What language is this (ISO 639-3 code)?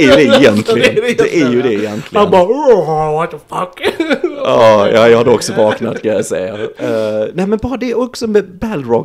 swe